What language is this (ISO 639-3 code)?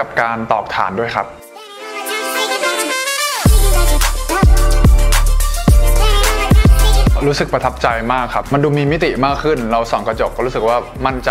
tha